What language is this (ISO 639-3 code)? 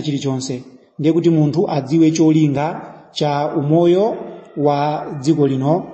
nya